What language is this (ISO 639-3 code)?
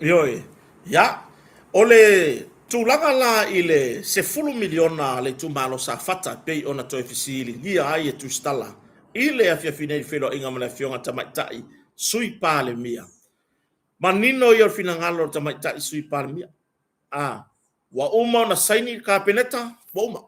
smo